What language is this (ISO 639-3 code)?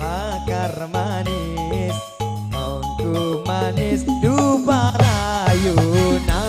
mad